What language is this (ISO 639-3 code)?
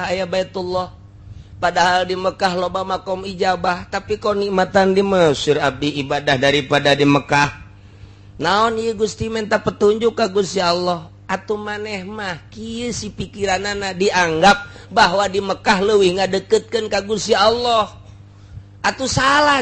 sun